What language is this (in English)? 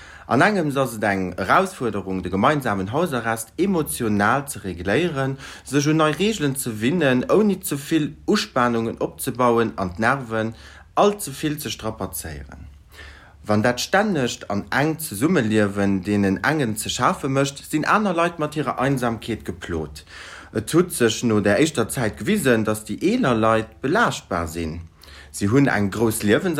Luxembourgish